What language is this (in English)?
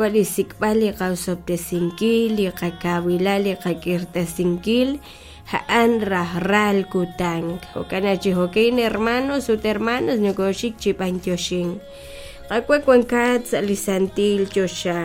Kekchí